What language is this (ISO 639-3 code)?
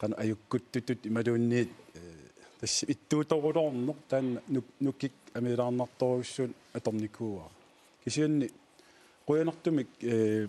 kal